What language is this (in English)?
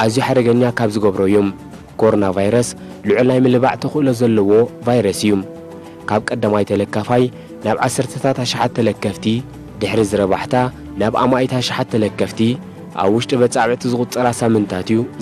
Tigrinya